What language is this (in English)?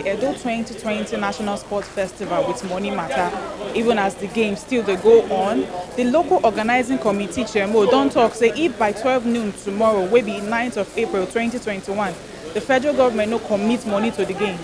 Nigerian Pidgin